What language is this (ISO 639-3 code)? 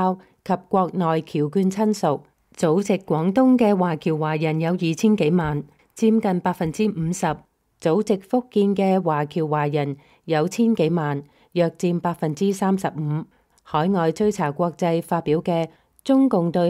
yue